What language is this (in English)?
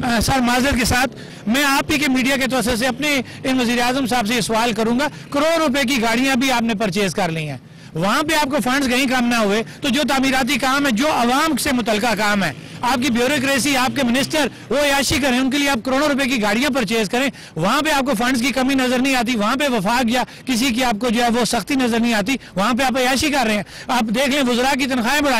Urdu